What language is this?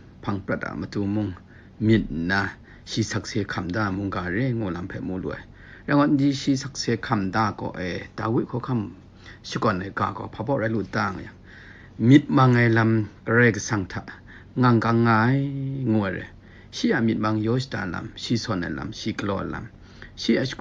Kachin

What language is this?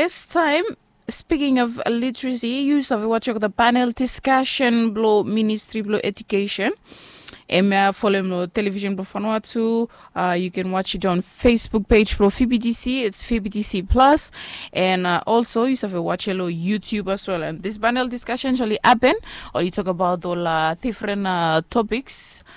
Bislama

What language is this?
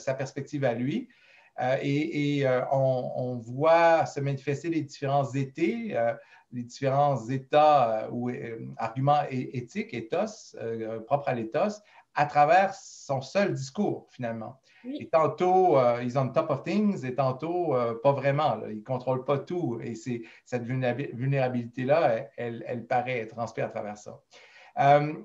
French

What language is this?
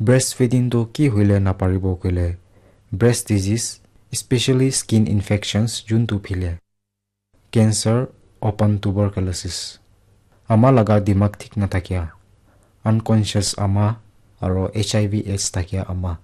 Naga Pidgin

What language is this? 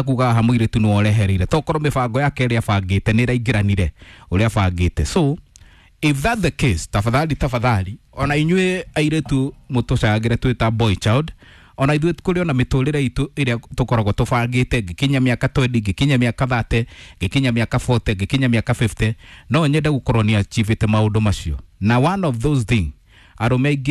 Kikuyu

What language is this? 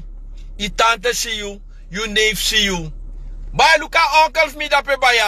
Sranan Tongo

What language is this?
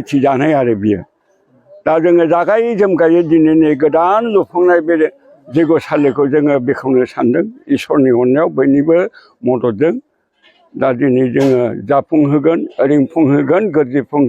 Bodo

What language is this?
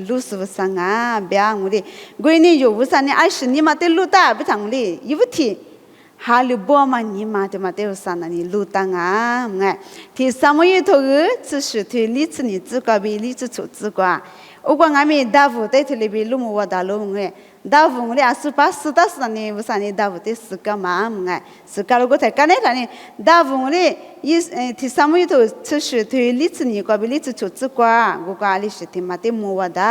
Lisu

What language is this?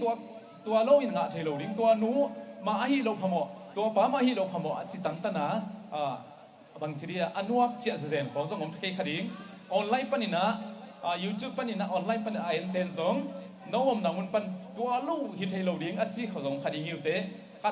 Tedim Chin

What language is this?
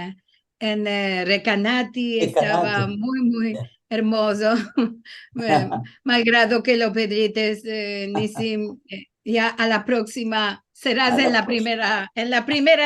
Ladino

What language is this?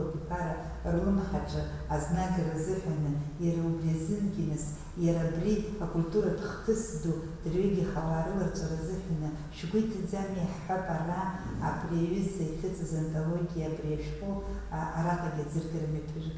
Abkhazian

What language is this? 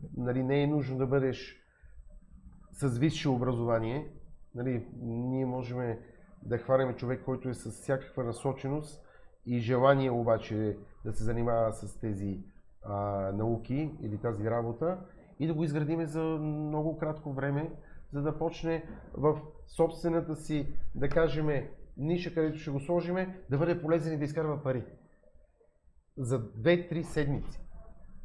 Bulgarian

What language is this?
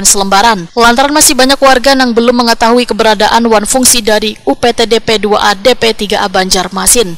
Banjar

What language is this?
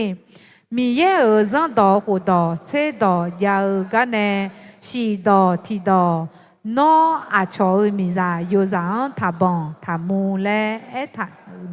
Akha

